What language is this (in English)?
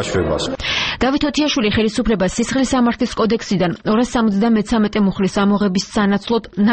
Georgian